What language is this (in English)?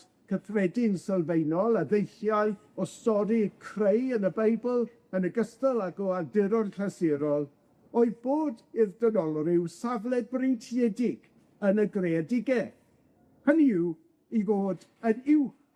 Welsh